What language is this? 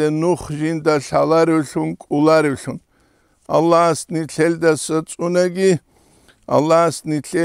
Avaric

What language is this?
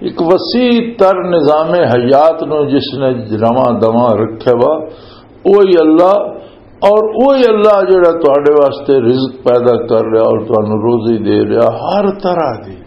Western Panjabi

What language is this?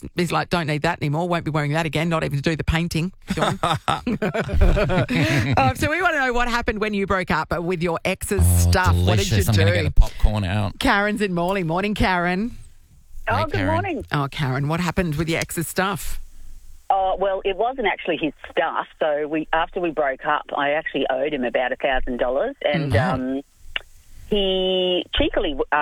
English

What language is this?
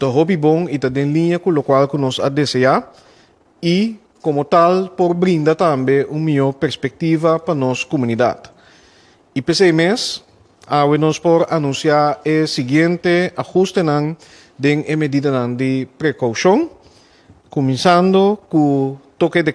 Papiamento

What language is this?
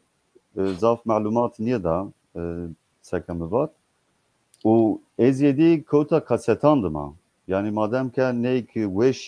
Zaza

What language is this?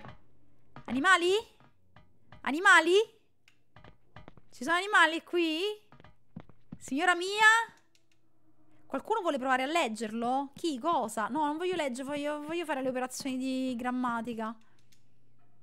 Italian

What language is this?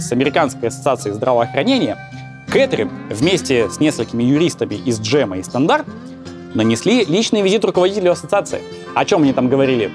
Russian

